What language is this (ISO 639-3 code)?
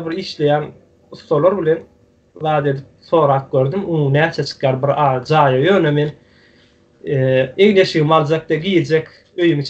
tuk